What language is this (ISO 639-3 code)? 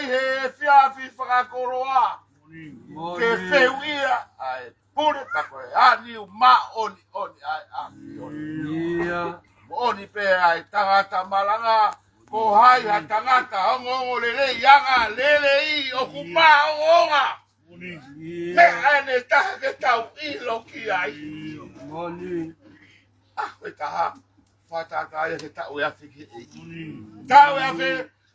ton